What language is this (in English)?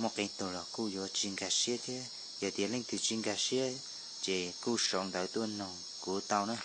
Hmong